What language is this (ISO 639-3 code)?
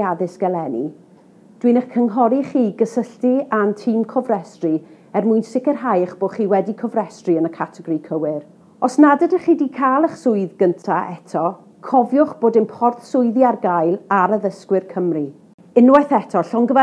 cym